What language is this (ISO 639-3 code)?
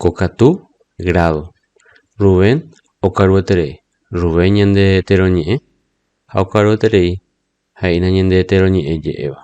grn